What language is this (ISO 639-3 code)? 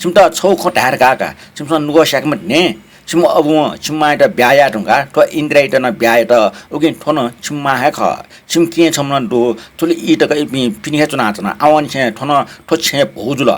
new